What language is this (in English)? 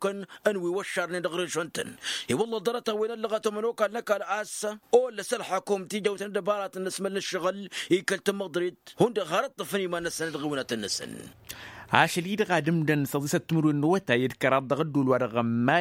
Tamasheq